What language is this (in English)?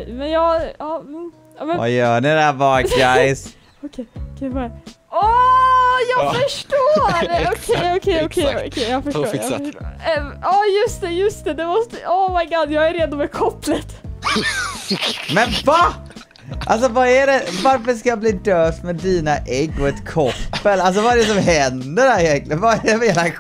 Swedish